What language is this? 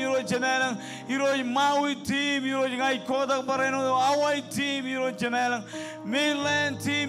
Marshallese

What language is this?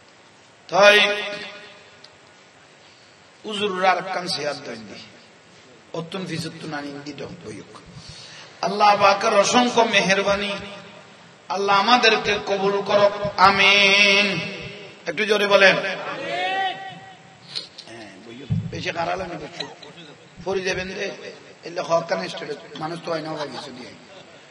Bangla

